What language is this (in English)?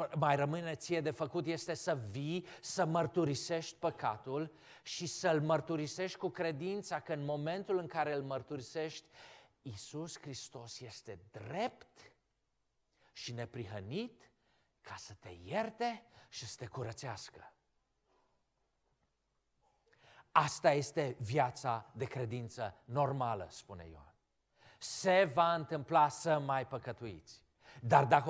Romanian